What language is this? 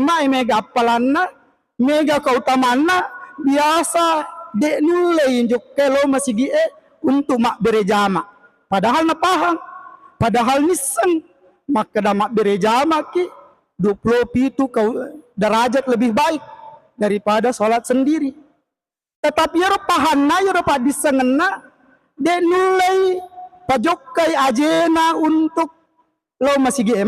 Buginese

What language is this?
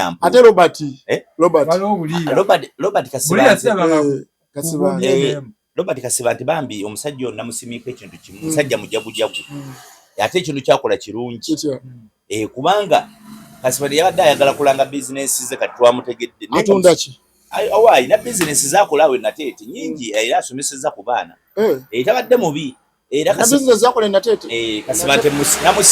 Ganda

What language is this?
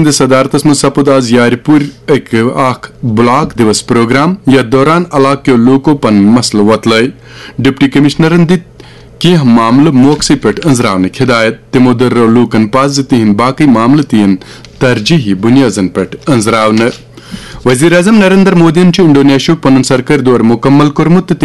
Kashmiri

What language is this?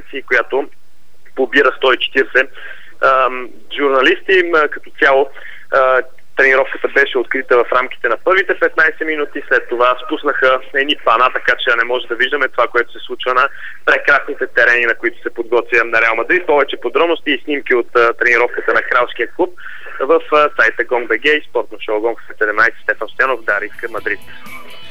Bulgarian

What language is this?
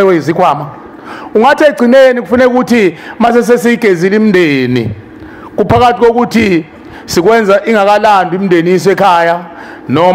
Zulu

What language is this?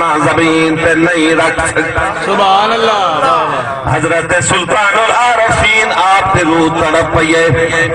Saraiki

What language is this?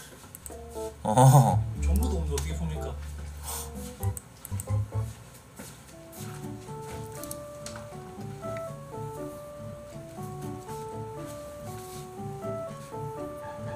Korean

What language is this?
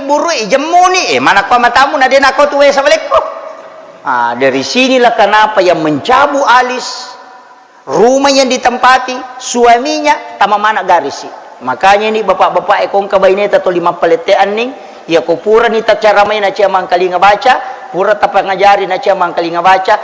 Buginese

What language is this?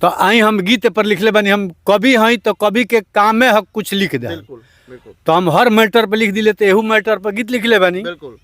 Bhojpuri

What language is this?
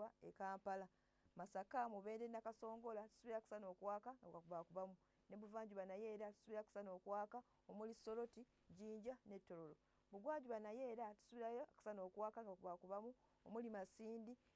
Ganda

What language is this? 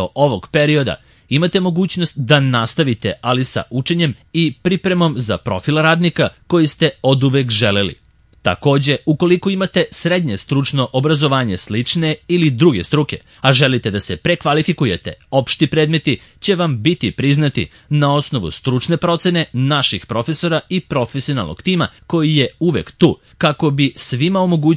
Serbian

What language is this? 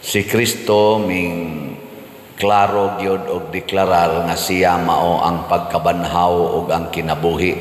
Cebuano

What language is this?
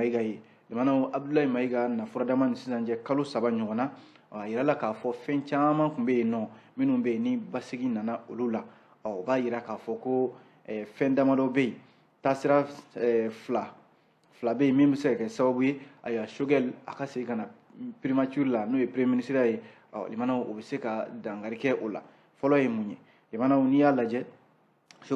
Bambara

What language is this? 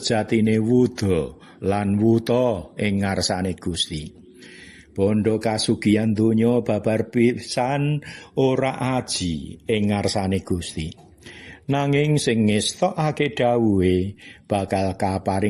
Javanese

